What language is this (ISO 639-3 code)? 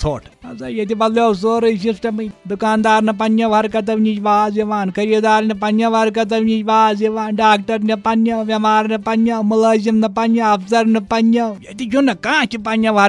kas